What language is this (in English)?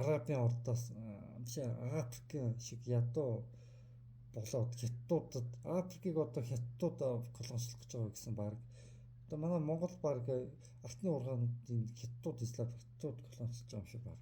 Mongolian